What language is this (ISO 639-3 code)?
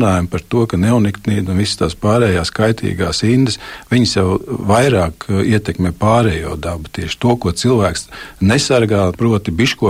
lav